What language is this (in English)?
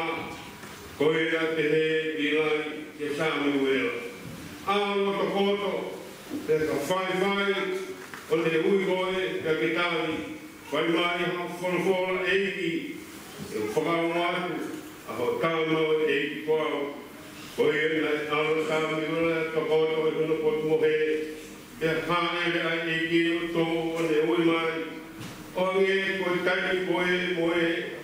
Tongan